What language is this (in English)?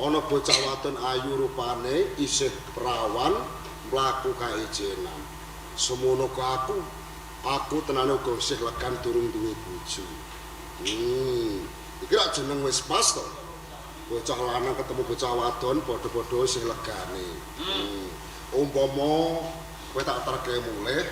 Javanese